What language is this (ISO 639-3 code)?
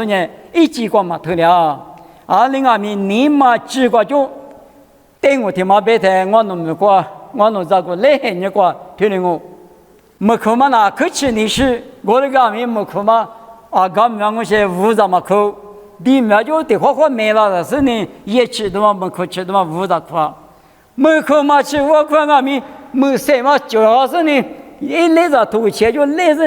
lis